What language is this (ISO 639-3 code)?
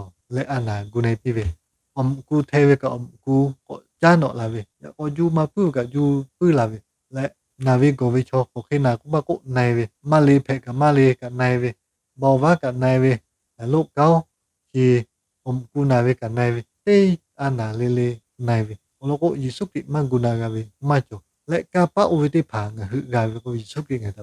lhu